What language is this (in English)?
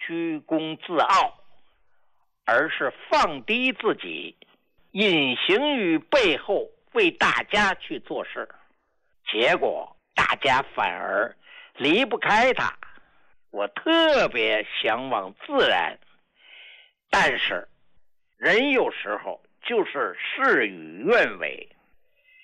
Chinese